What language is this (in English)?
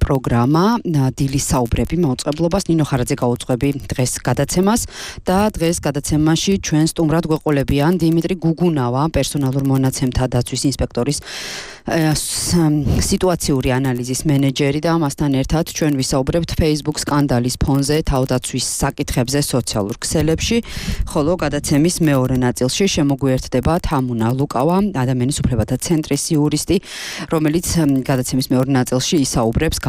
Georgian